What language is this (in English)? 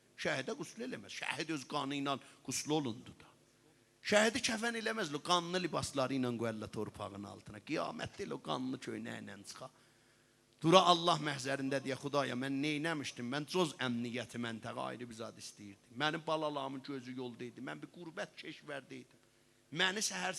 South Azerbaijani